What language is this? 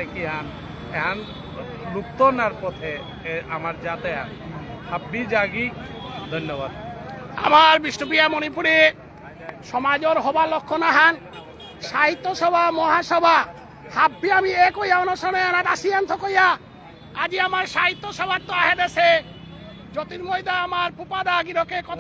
Bishnupriya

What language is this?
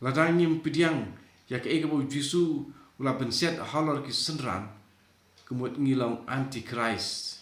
Khasi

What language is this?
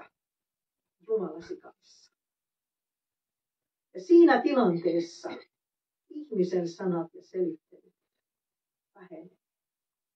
Finnish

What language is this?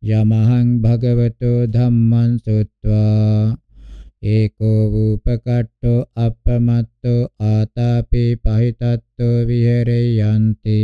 Pali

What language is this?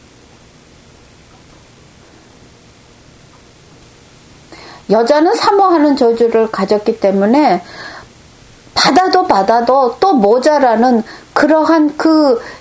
Korean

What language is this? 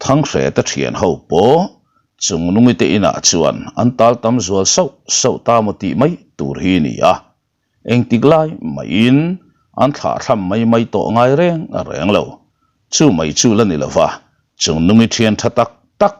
Mizo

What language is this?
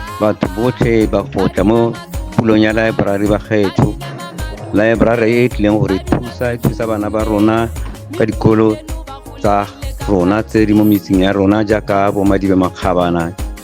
Tswana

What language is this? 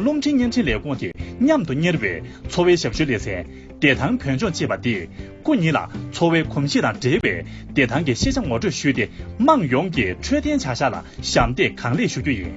Tibetan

